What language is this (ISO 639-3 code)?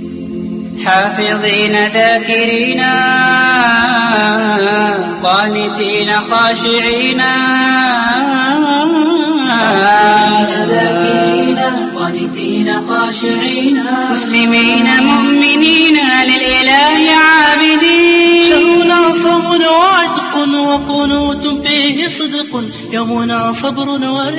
bos